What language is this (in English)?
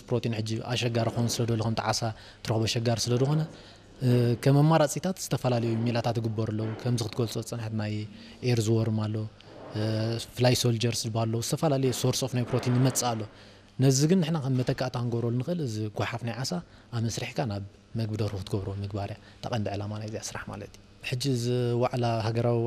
Tigrinya